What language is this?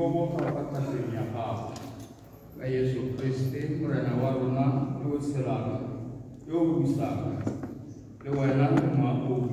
Tswana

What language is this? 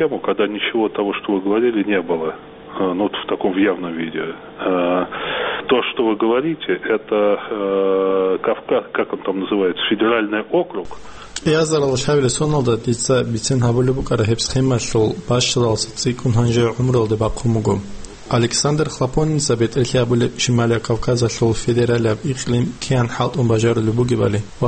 Avaric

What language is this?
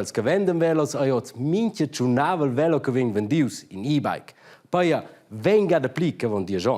Romansh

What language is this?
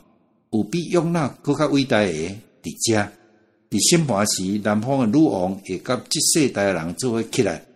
Min Nan Chinese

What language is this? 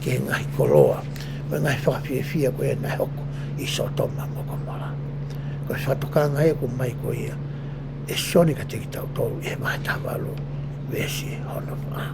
Tongan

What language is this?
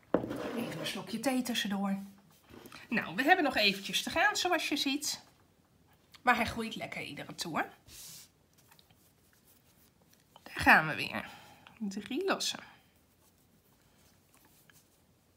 Dutch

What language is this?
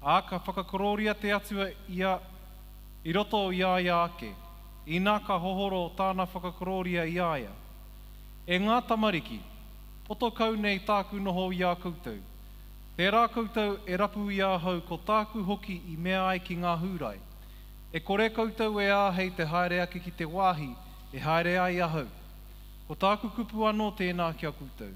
Māori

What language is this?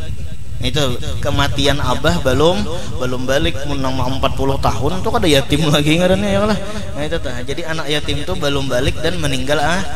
Banjar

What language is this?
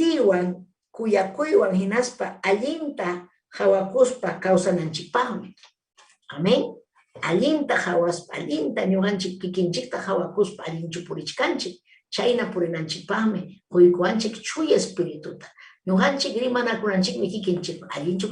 Ayacucho Quechua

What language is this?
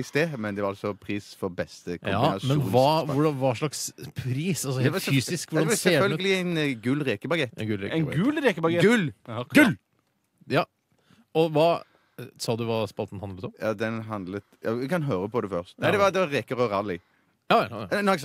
Norwegian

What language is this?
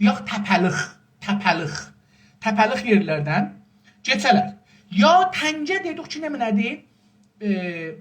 South Azerbaijani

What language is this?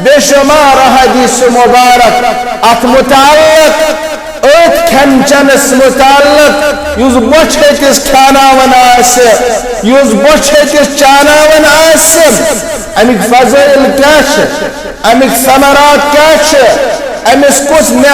Kashmiri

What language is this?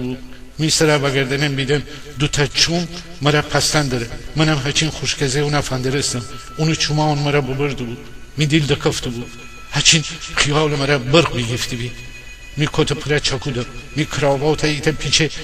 Gilaki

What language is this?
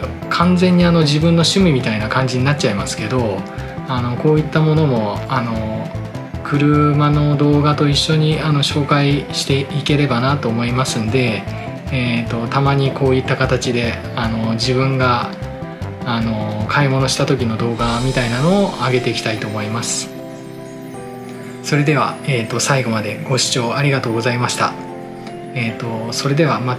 Japanese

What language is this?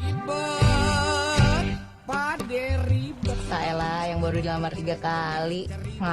Betawi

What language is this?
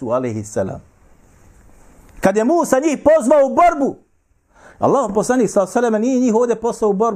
Bosnian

